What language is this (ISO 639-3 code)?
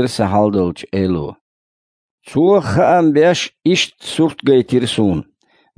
che